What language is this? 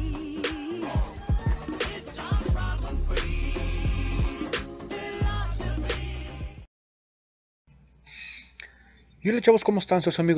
Spanish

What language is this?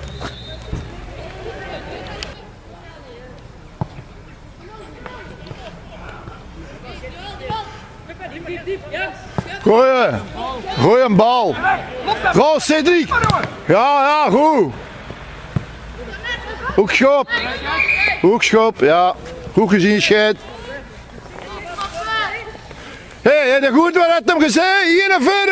Dutch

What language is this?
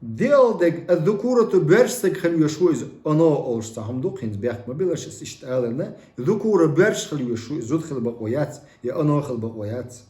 Chechen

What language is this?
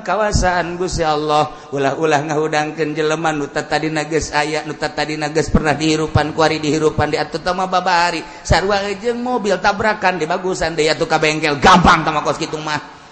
Sundanese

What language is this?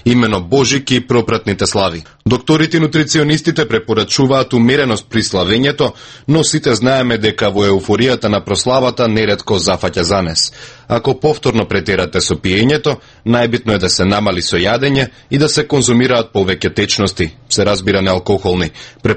Macedonian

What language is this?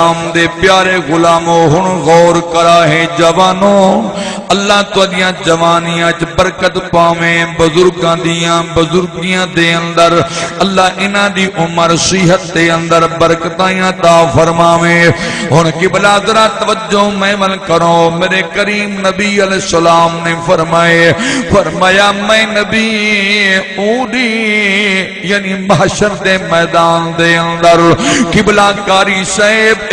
Saraiki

